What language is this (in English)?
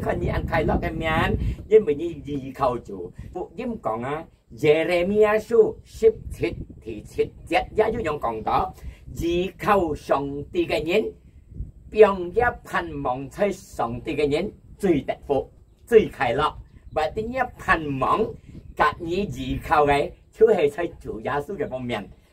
Hakka Chinese